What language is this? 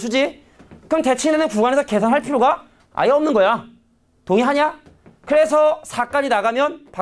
Korean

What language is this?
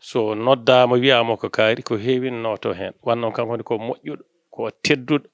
Fula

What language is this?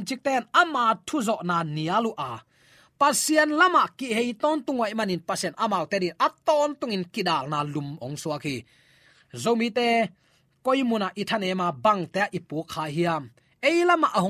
Tedim Chin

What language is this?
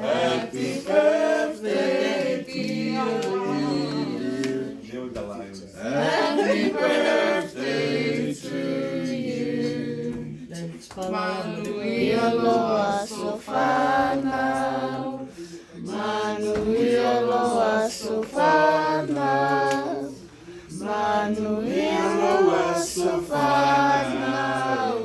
Samoan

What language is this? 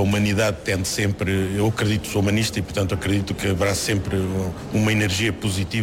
Portuguese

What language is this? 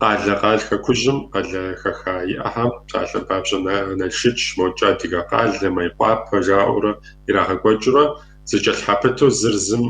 Kabardian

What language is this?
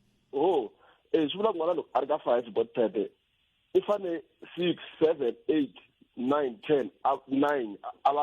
Tsonga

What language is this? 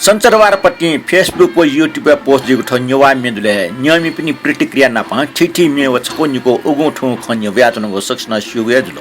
Newari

